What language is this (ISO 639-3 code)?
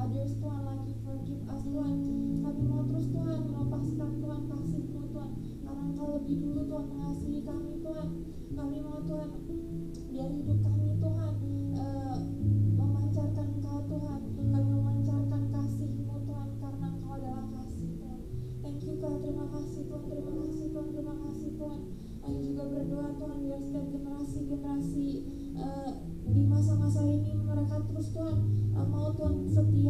ind